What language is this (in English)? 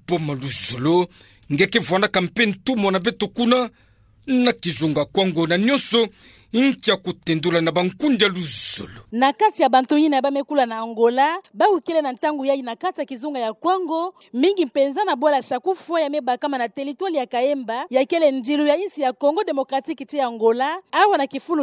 Kituba (Democratic Republic of Congo)